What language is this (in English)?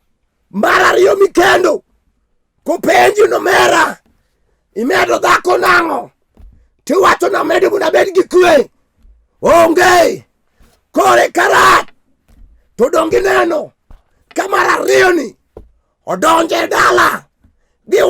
Luo (Kenya and Tanzania)